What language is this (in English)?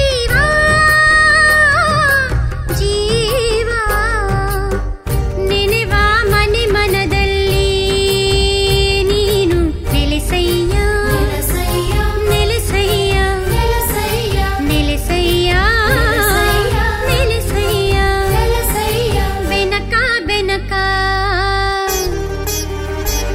Kannada